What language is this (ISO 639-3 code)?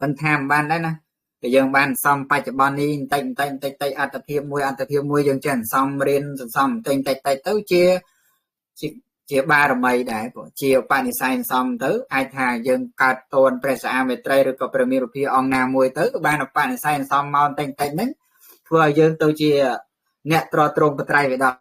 khm